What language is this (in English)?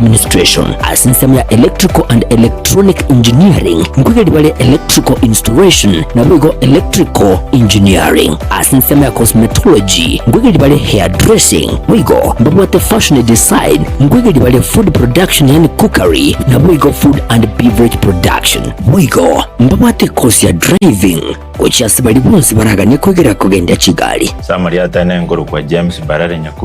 Gusii